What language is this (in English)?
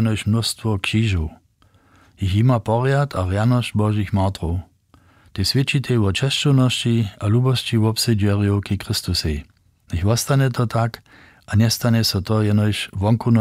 Upper Sorbian